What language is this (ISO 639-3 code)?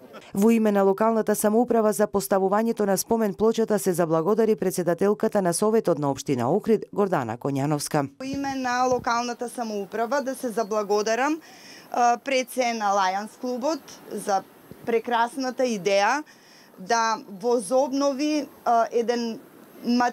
mkd